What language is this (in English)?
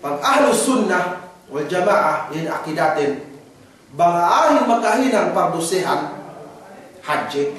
Yakan